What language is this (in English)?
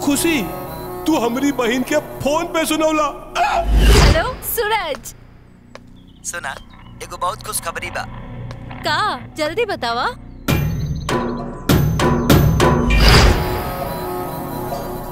Bhojpuri